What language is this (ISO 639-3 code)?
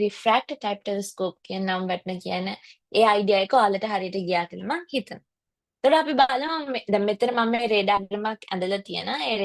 sin